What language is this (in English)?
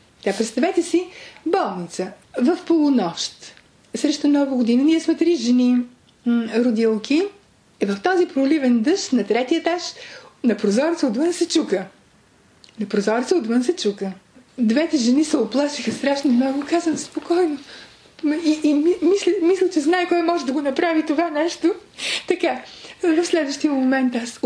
Bulgarian